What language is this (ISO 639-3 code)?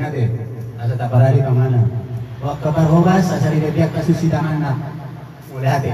bbc